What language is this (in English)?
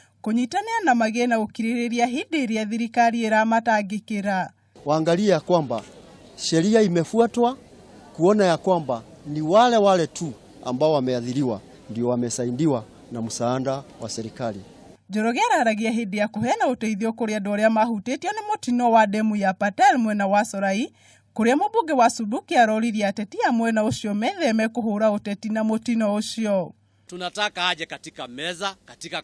Kikuyu